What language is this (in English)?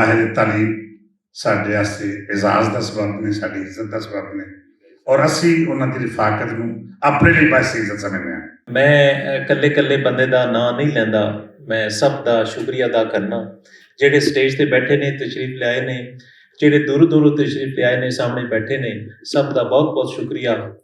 Western Panjabi